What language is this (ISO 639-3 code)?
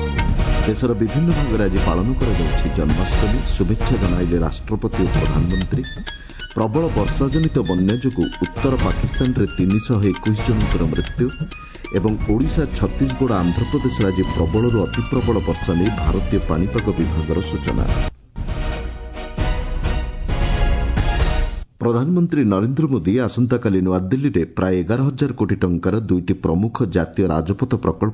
ori